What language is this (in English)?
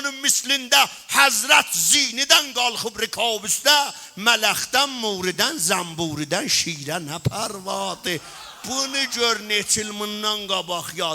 South Azerbaijani